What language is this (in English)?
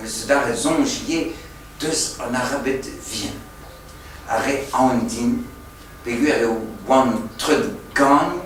Breton